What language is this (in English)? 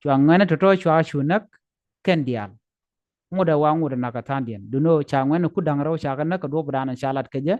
Nuer